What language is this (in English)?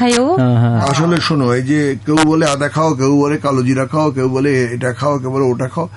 Bangla